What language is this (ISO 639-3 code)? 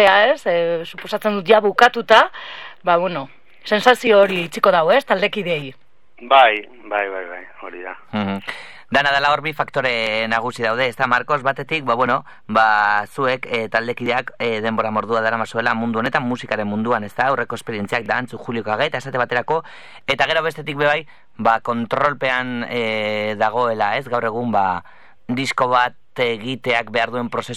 eus